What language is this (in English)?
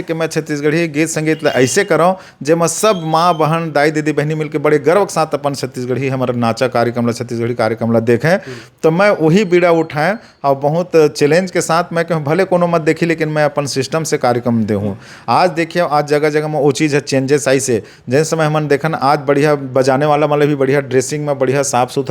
Chhattisgarhi